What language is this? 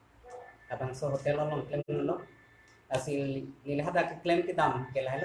Karbi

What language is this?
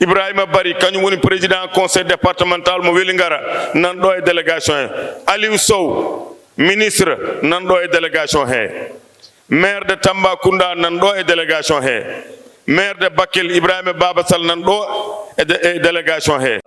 Fula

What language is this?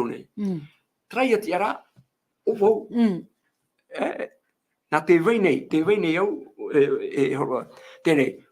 Tahitian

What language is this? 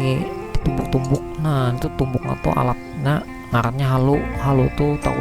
Banjar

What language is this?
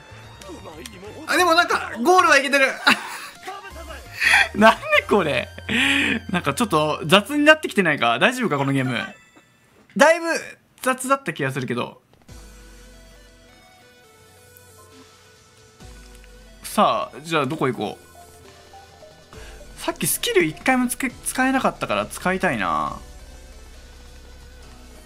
Japanese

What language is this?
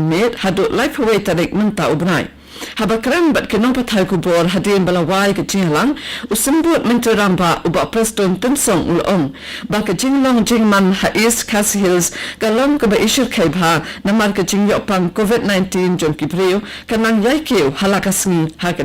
Khasi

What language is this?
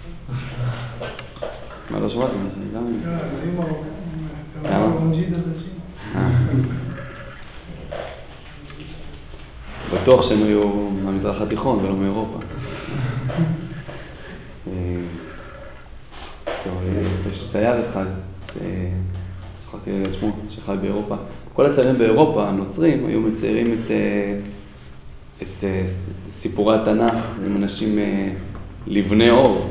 Hebrew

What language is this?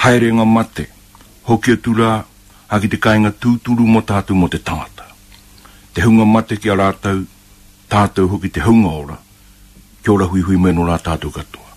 Māori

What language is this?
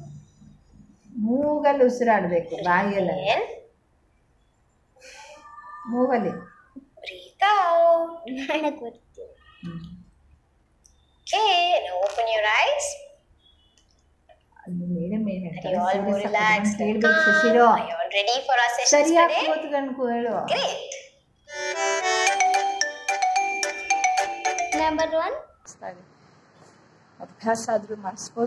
Kannada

